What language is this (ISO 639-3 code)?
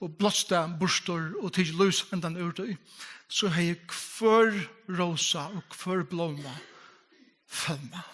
fao